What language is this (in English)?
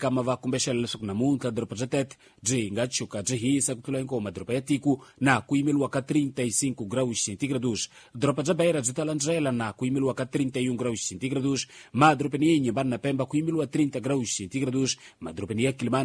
Tsonga